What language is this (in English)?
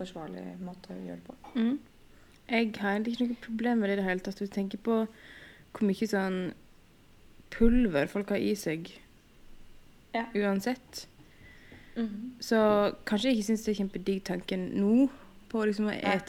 Norwegian